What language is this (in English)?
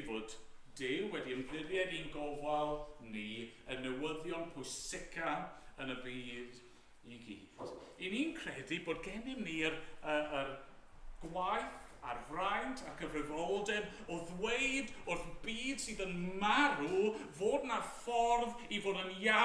Welsh